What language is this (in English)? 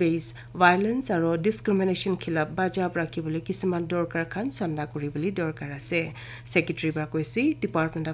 Naga Pidgin